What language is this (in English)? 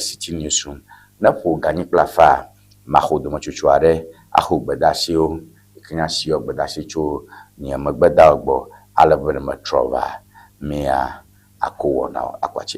Ewe